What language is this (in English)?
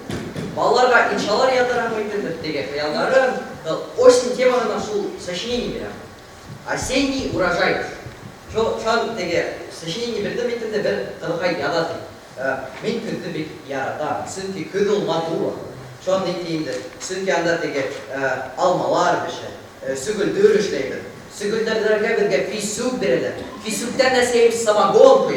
Bashkir